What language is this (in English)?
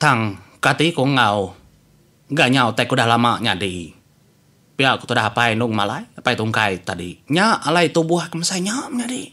Iban